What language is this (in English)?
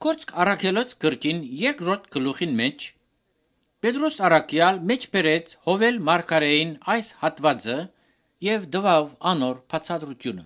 Armenian